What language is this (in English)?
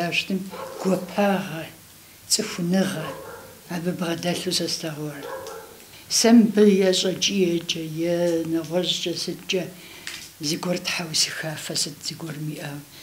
Kabardian